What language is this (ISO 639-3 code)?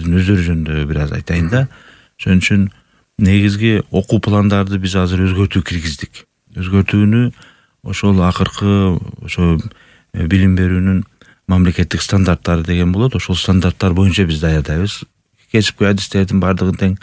kir